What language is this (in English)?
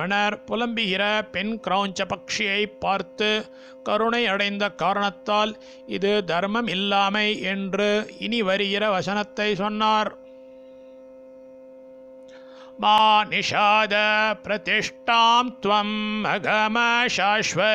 Tamil